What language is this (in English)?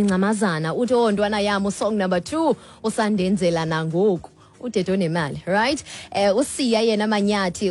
Xhosa